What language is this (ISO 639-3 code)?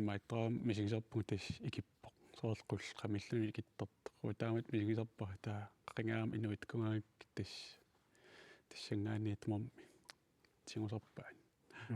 kal